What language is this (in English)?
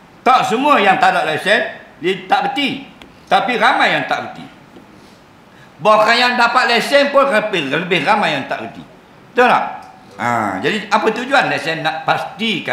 Malay